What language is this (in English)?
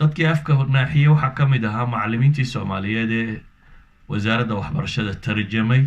Somali